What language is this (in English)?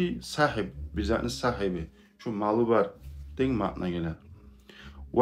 Kumyk